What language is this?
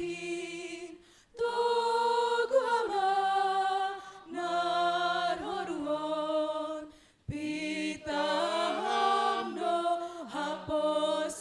Batak Simalungun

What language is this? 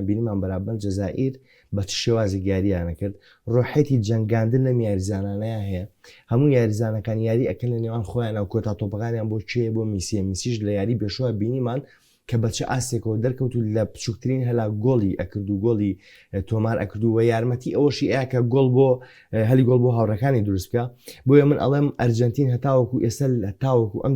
Central Kurdish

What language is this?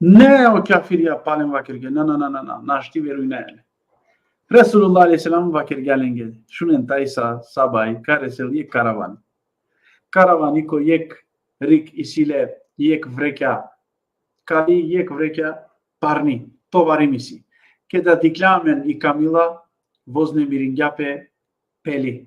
Balkan Romani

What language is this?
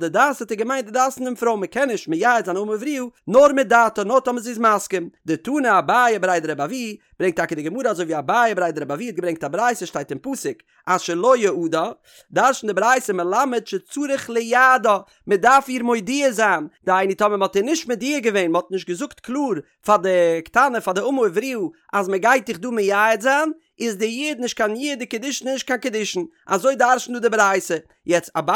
Yiddish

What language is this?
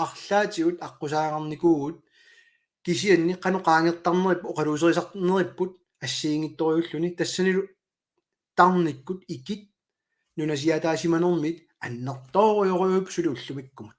Kalaallisut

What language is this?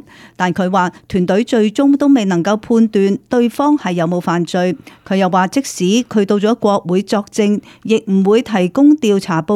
Cantonese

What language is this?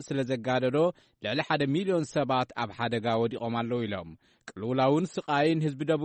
Tigrinya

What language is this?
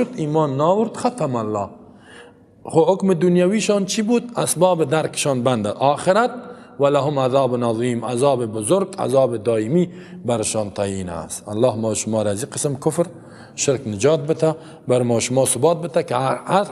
Persian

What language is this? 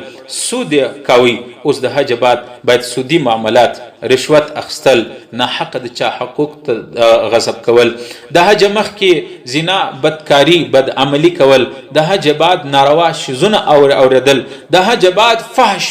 Pashto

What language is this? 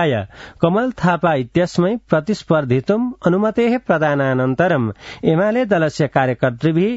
Sanskrit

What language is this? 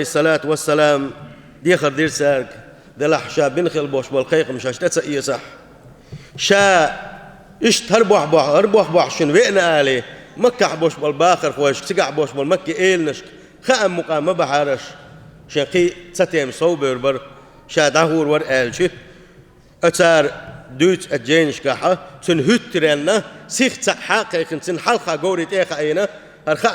Chechen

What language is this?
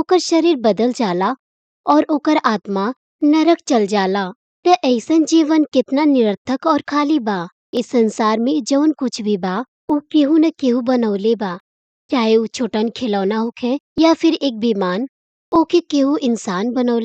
Bhojpuri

